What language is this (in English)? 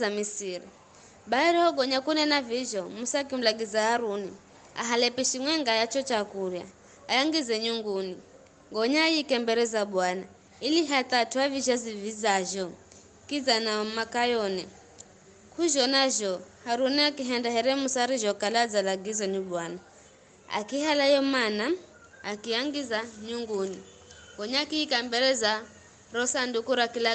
Giryama